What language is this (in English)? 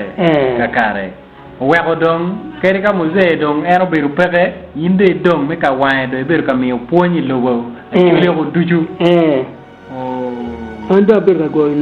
Acoli